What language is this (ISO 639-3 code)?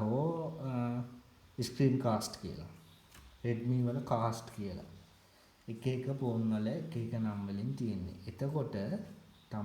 sin